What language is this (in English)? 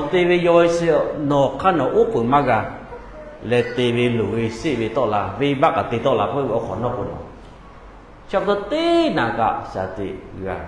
Lahu